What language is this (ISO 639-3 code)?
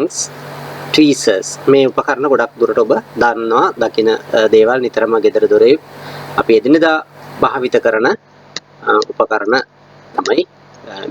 sin